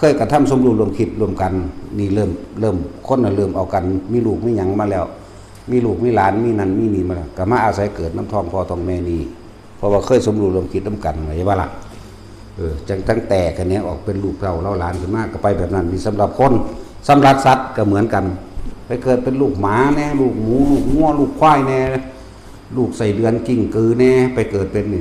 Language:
Northeastern Thai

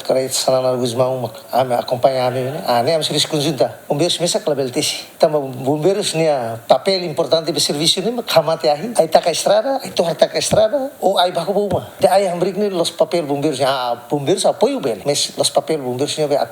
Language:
Tetum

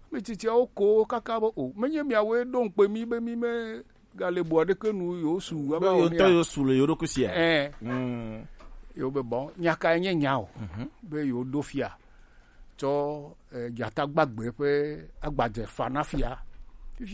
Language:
Gen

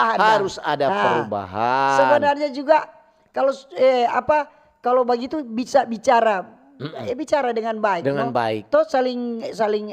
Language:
Manado Malay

